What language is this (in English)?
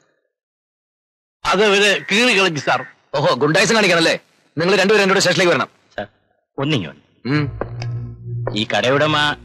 Malayalam